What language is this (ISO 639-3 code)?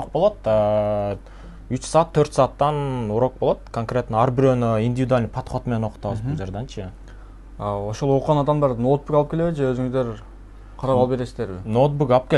kir